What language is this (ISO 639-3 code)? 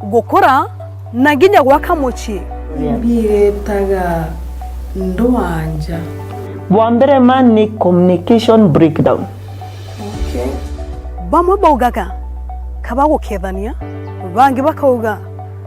mer